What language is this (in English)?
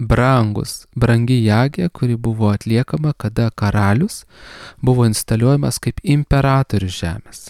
Lithuanian